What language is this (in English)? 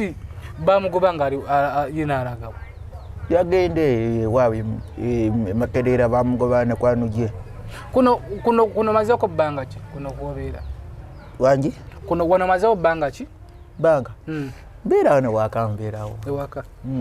Ganda